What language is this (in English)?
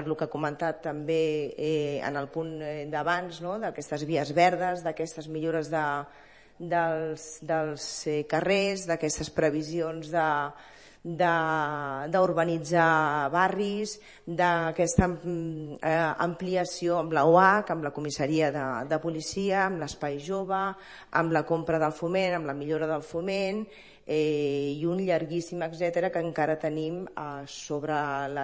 Catalan